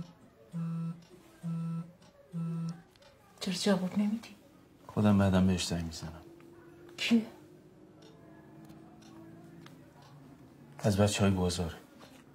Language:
Persian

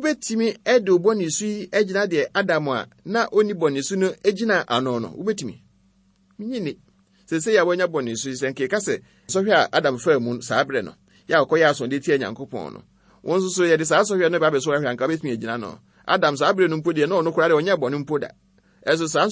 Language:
Akan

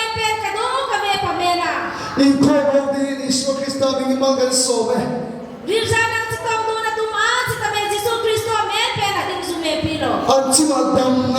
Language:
Karbi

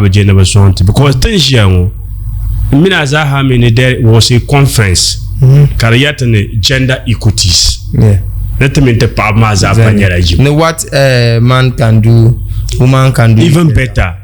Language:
Dagbani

